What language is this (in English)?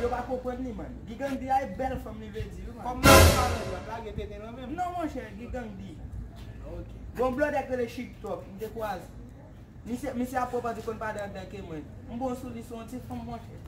Haitian Creole